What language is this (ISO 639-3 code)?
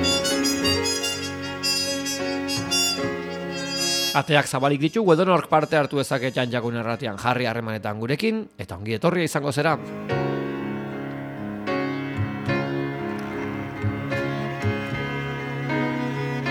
eus